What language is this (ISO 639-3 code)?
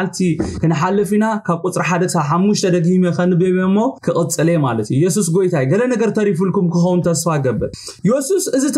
tir